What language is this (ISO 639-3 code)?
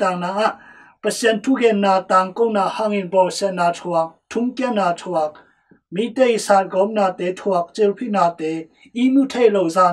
ctd